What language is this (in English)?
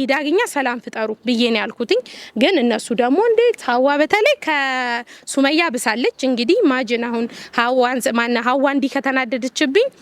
Amharic